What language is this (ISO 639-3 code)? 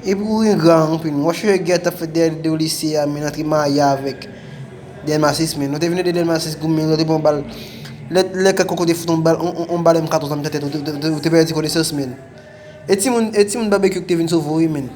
hat